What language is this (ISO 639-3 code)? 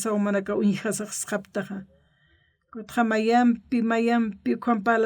aym